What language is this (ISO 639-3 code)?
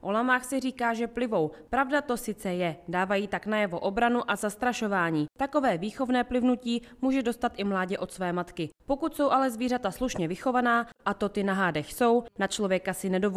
ces